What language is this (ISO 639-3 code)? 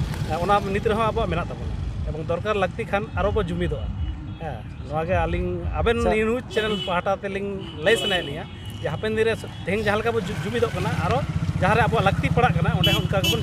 sat